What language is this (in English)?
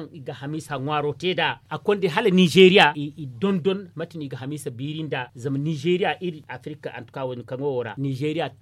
Zarma